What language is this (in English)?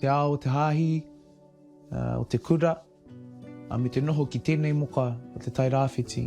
Māori